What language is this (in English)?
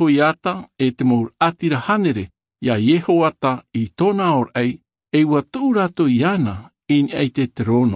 Tahitian